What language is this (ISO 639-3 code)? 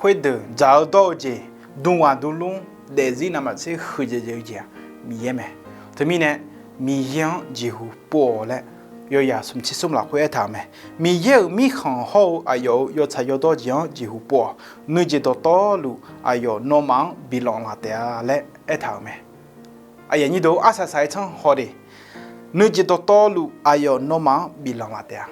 ahk